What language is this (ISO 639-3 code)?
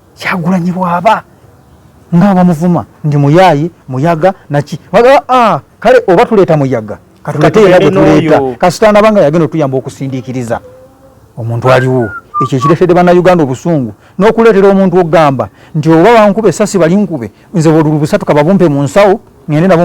lug